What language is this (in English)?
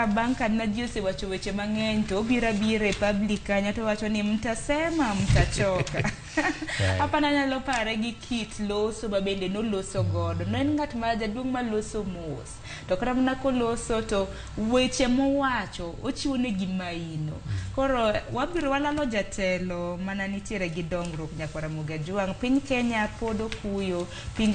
Luo (Kenya and Tanzania)